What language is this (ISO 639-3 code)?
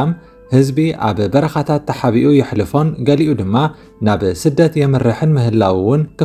tir